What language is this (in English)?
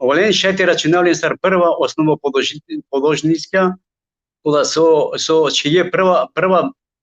Balkan Romani